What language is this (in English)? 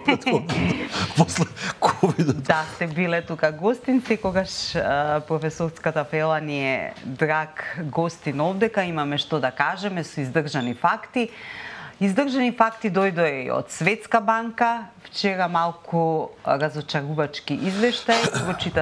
Macedonian